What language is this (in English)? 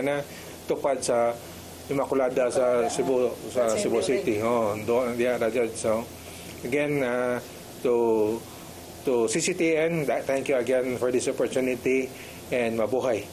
Cebuano